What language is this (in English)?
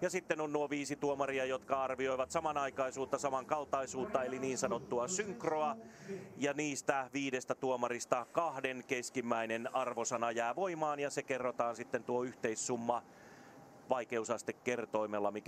Finnish